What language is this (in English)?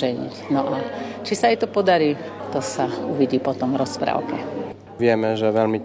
Slovak